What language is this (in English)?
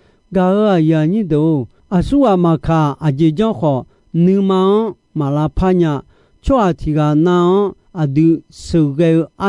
Akha